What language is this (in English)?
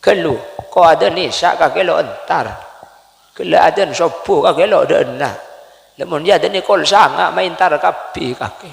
Madurese